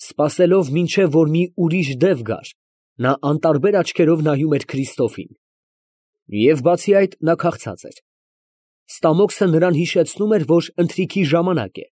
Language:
Armenian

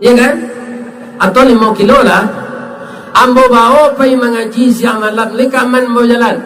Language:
Minangkabau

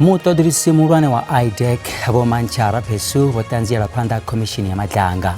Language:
Venda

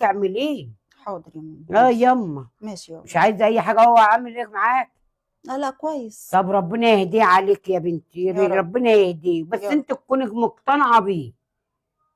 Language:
Egyptian Arabic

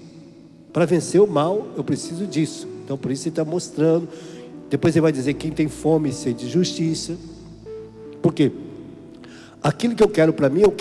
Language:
Portuguese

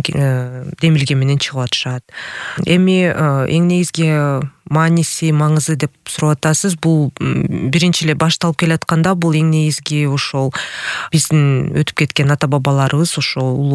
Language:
Kyrgyz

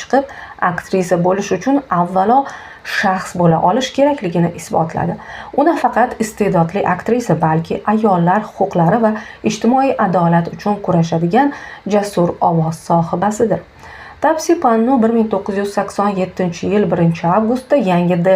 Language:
Uzbek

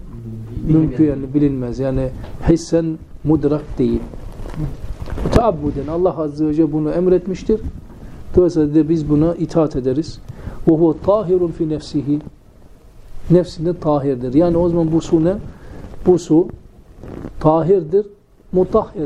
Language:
Turkish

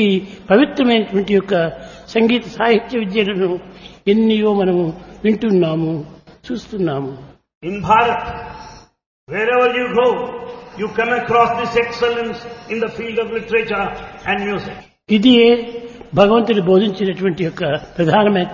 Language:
Telugu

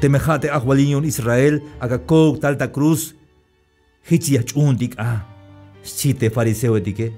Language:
Tzeltal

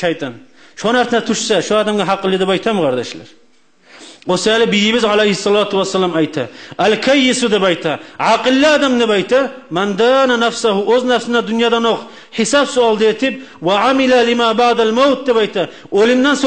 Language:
Kumyk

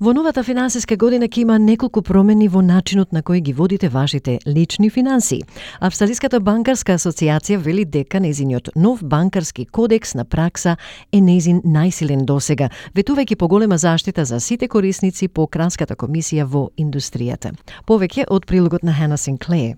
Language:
Macedonian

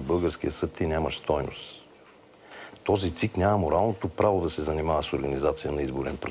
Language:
Bulgarian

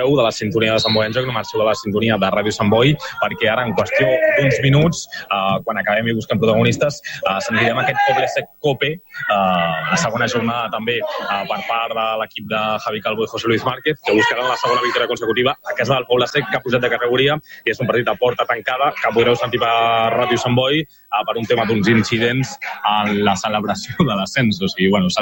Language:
Catalan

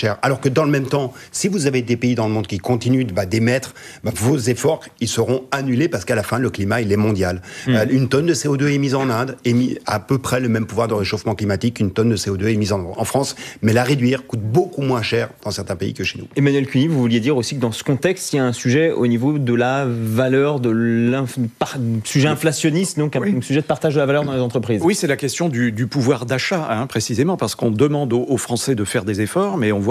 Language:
French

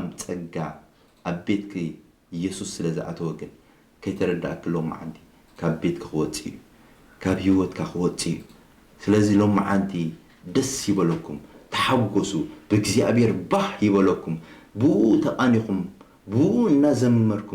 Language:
Tigrinya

